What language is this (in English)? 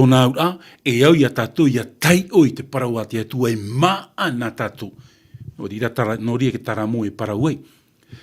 Tahitian